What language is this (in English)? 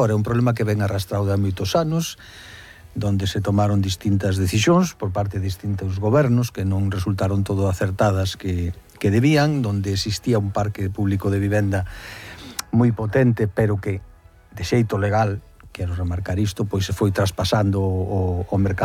Galician